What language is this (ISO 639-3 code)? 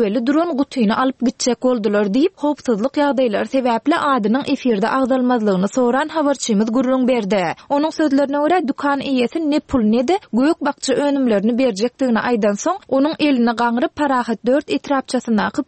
tuk